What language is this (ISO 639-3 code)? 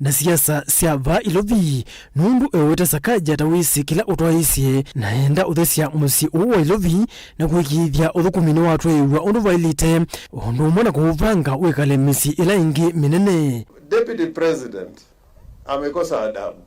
kam